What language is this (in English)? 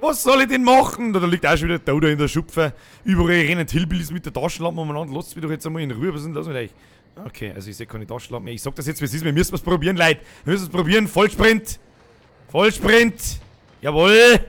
Bavarian